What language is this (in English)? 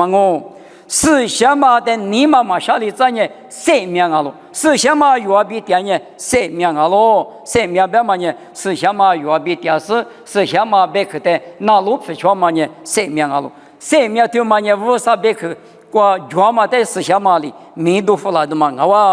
Lisu